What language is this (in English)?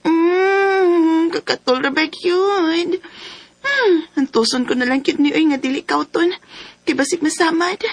Cebuano